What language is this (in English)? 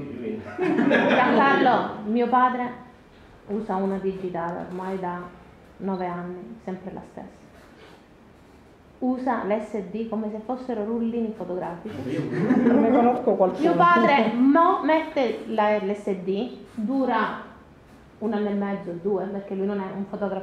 Italian